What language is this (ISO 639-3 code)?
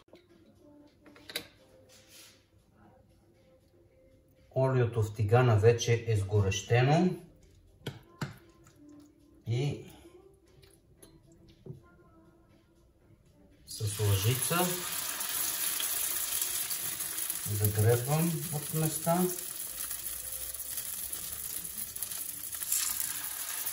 bul